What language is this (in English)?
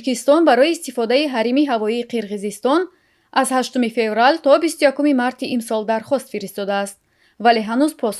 Tajik